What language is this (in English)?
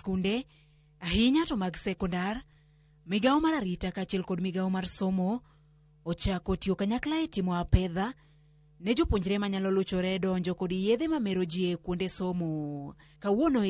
Luo (Kenya and Tanzania)